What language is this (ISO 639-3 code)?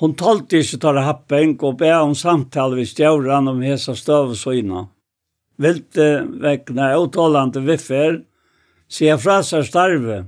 fao